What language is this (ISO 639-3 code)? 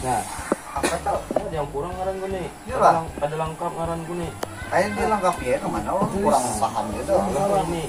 bjn